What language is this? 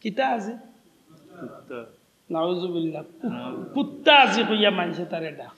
Sylheti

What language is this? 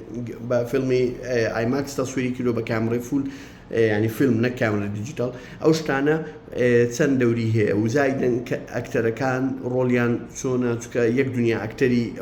Central Kurdish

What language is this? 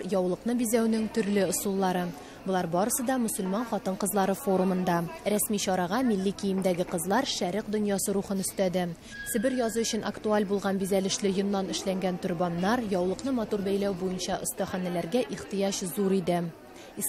Tatar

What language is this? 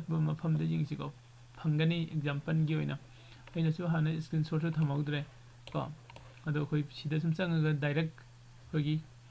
Manipuri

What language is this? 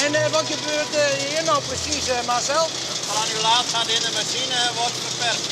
Western Frisian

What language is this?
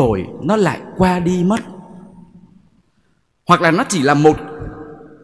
Vietnamese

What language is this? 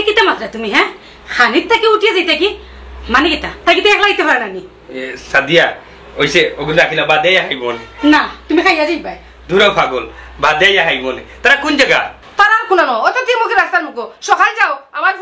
Sylheti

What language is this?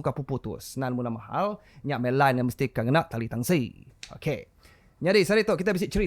Iban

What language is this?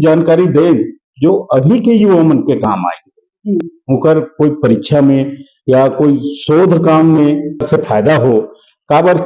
Chhattisgarhi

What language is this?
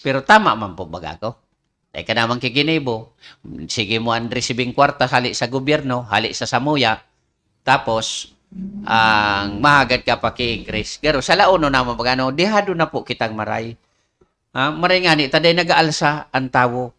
Bikol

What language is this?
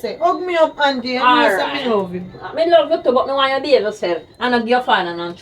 Jamaican Creole English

